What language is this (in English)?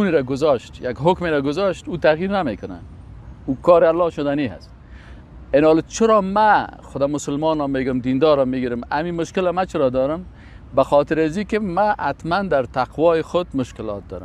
Persian